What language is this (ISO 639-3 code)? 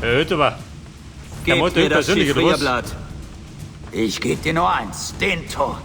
bar